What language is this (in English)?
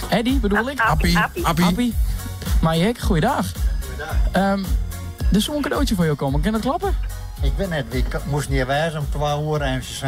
Western Frisian